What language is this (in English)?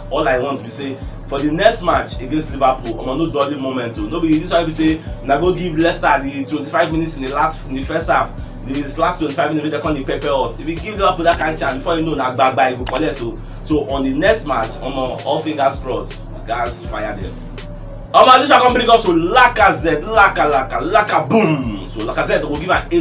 Nigerian Pidgin